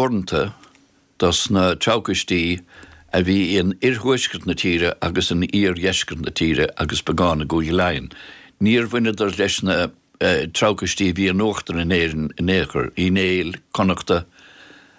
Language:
Irish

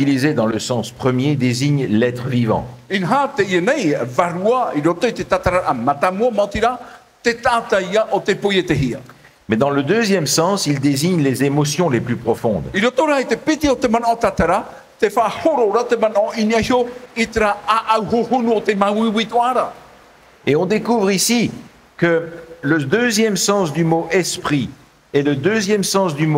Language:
Tahitian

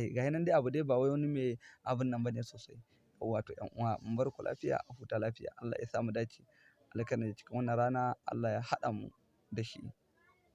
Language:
Hausa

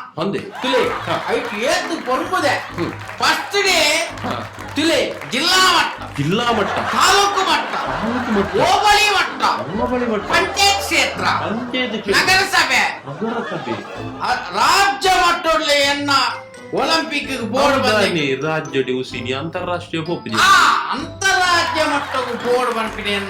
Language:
Tulu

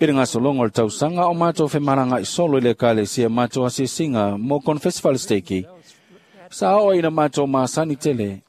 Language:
Samoan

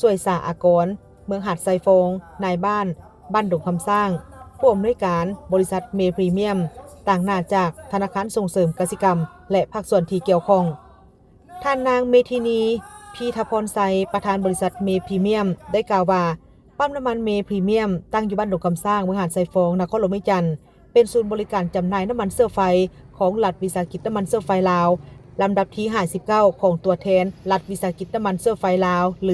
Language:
Lao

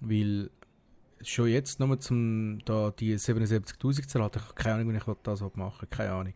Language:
Swiss German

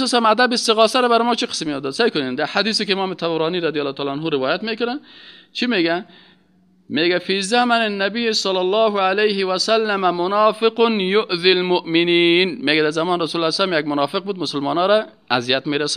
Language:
Persian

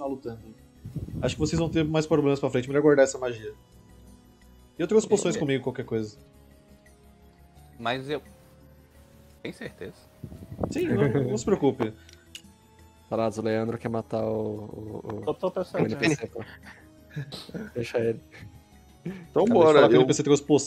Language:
Portuguese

